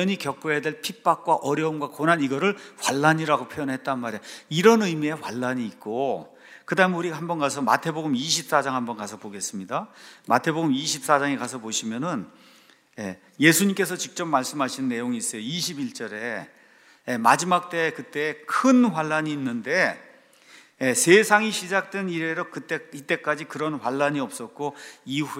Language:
Korean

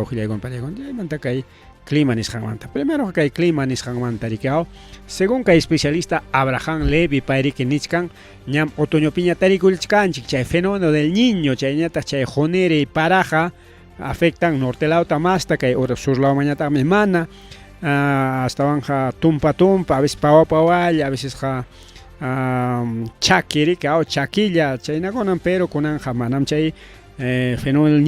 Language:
Ayacucho Quechua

